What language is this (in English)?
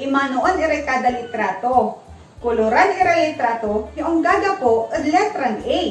Pangasinan